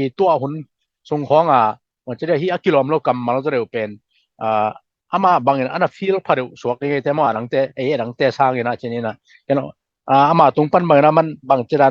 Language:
Tedim Chin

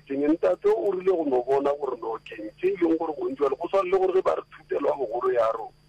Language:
Northern Sotho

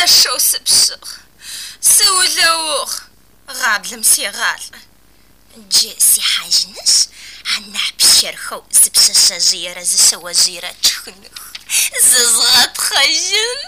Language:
Adyghe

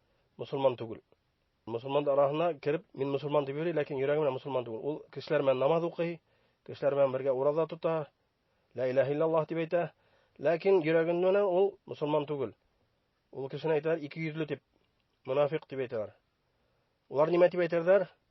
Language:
Bashkir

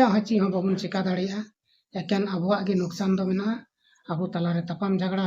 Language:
Santali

